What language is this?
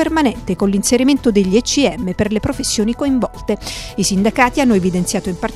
Italian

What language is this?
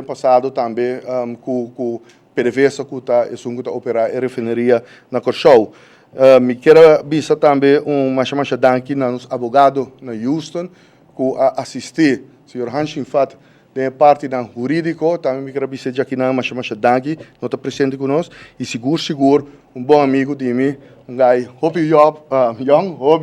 Papiamento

